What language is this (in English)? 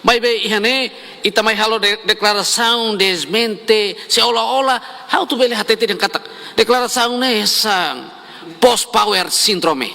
Tetum